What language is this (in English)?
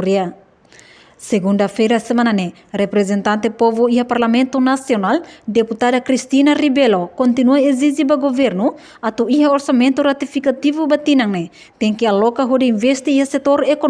Tetum